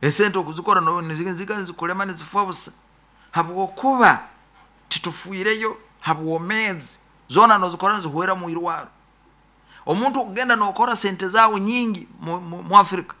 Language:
Nyoro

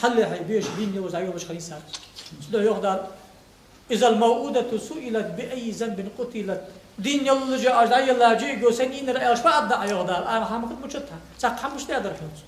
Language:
Ingush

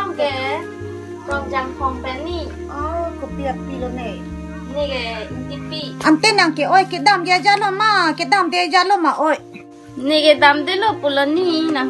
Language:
Karbi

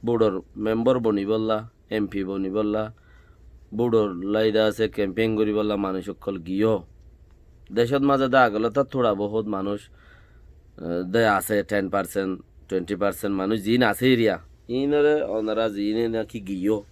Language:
Rohingya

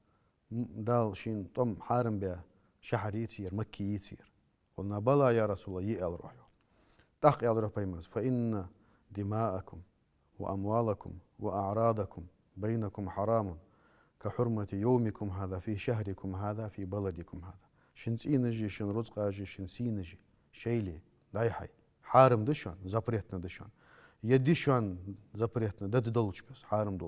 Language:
Ingush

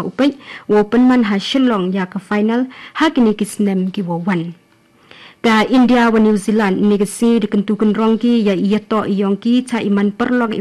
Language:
Khasi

